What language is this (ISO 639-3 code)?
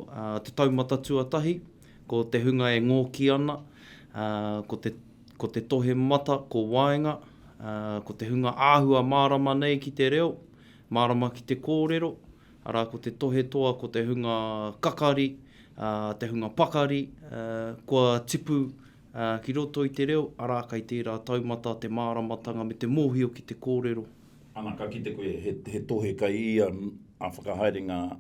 mri